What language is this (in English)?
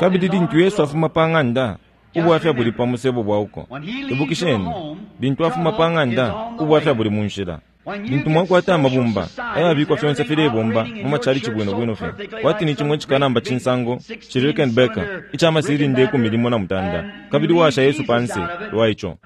Bemba